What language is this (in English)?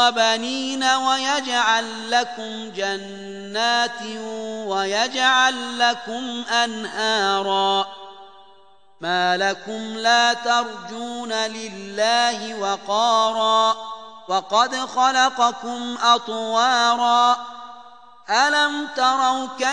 Arabic